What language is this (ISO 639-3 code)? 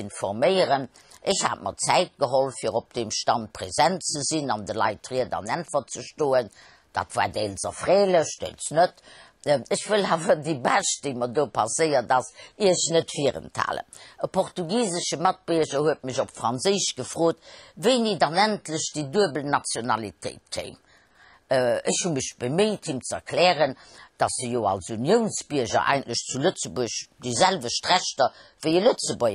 ltz